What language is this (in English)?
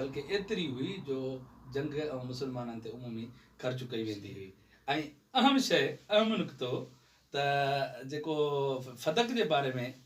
Sindhi